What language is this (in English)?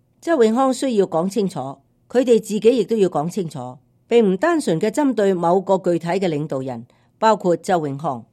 Cantonese